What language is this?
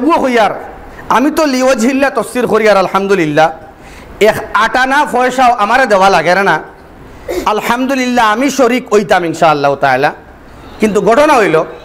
Sylheti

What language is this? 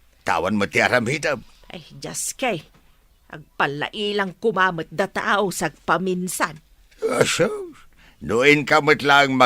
Iloko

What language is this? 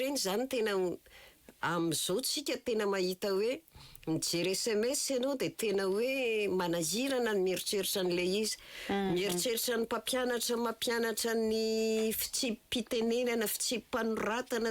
Malagasy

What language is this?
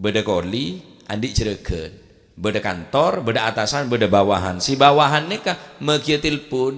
Madurese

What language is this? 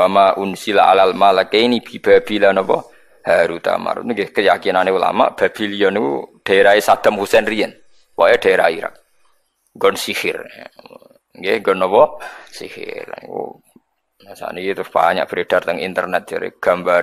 Javanese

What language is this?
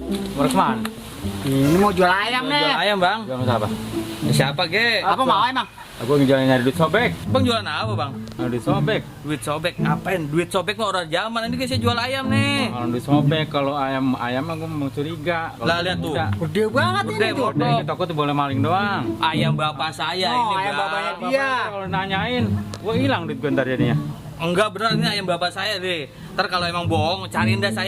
Betawi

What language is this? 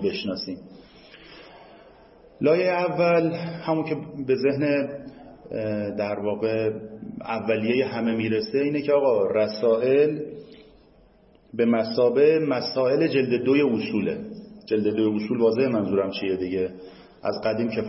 Persian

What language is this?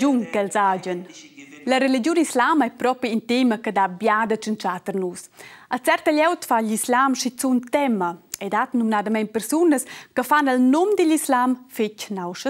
Romansh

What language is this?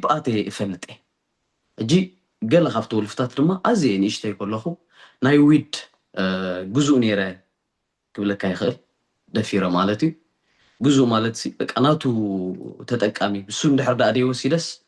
Tigrinya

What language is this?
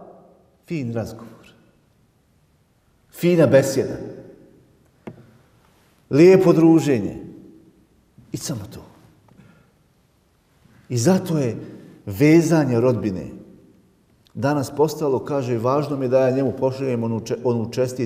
Bosnian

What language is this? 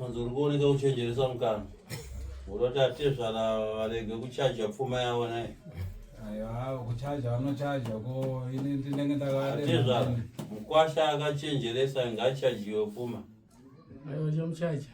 Shona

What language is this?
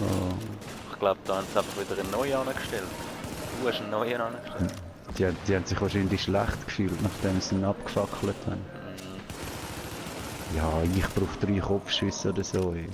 Swiss German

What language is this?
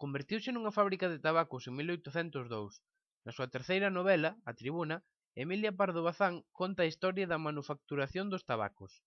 Galician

